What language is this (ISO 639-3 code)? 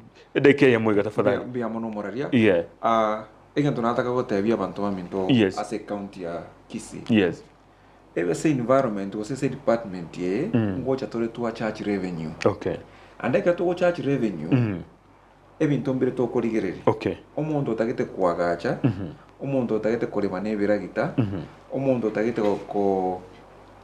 guz